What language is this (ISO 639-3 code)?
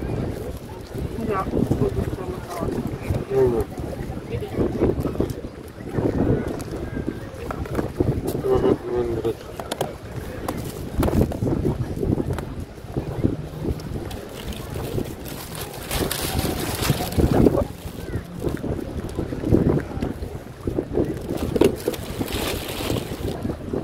hrv